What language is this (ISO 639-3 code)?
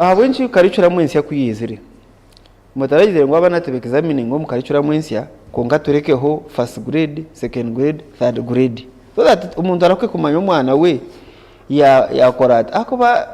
nyn